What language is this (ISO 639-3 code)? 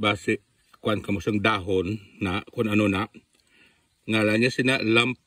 hil